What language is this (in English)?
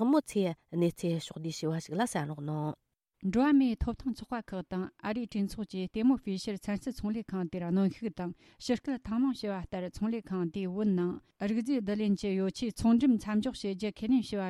Tibetan